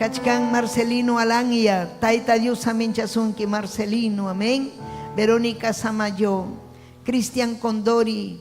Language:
Ayacucho Quechua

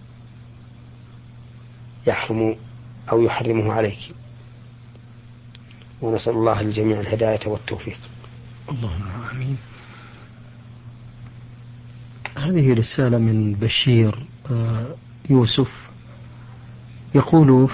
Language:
Arabic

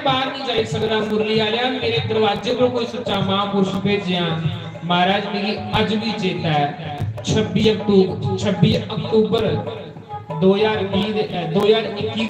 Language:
Dogri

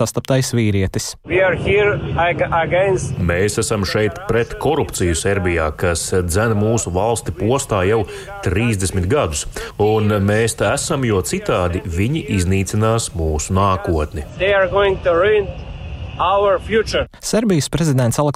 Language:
Latvian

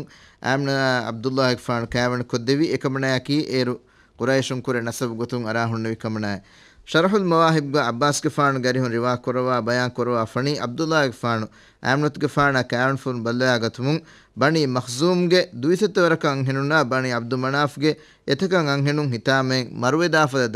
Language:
Divehi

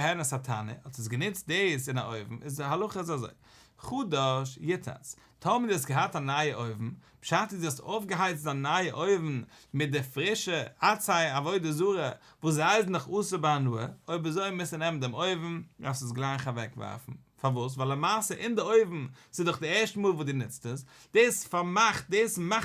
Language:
Yiddish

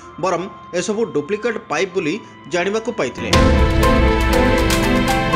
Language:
Odia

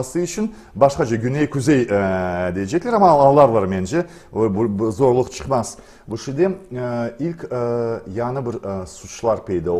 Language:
Crimean Tatar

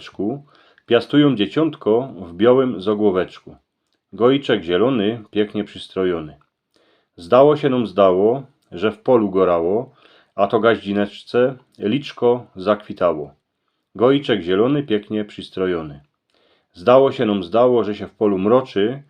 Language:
Silesian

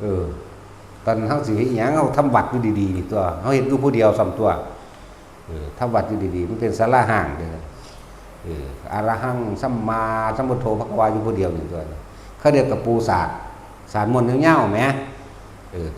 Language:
Northeastern Thai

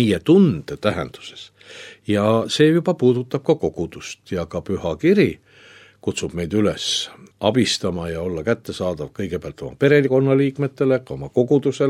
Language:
Estonian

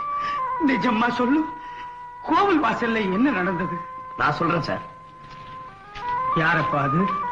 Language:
Tamil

